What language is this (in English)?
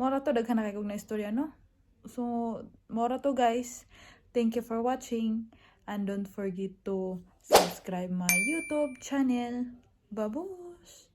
Cebuano